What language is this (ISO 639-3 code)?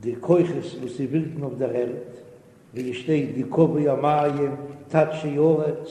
yid